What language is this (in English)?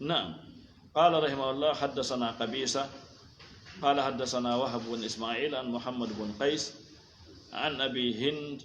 Fula